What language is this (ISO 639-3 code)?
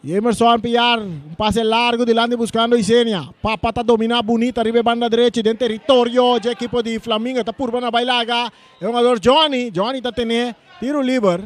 pap